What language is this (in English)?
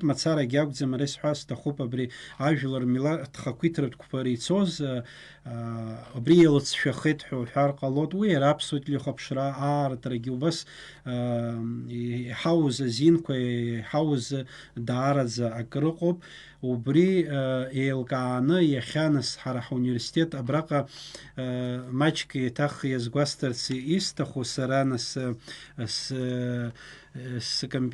Abkhazian